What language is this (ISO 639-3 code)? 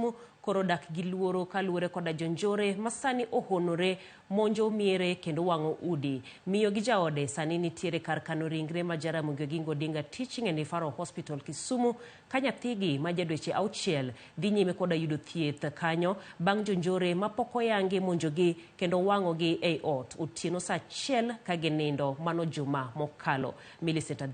luo